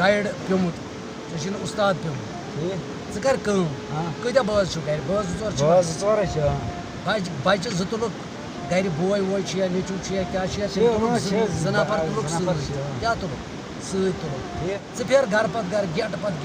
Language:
Kashmiri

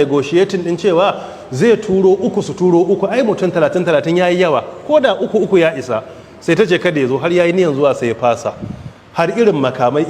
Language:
Hausa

